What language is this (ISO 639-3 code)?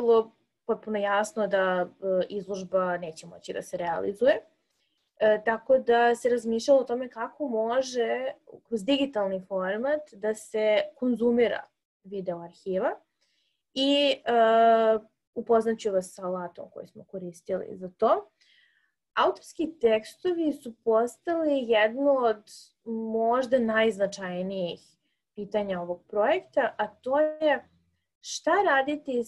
srp